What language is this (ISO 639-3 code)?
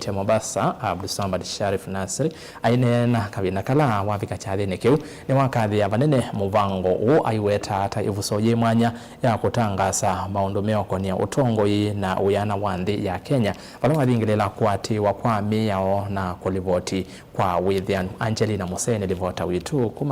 kam